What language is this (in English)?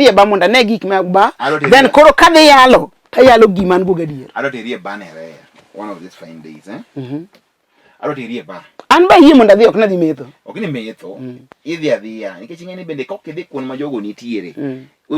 Luo (Kenya and Tanzania)